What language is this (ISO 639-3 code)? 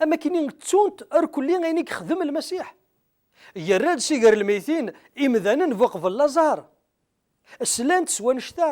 kab